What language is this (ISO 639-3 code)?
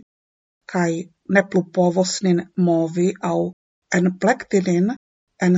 epo